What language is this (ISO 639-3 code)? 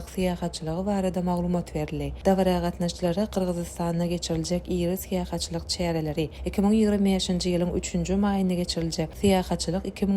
tuk